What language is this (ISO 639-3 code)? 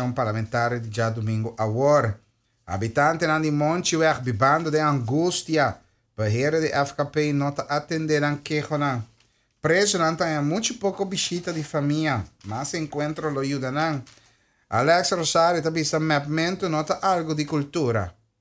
pap